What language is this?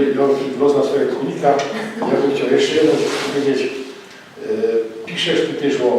Silesian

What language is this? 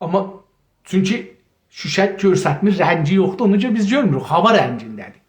South Azerbaijani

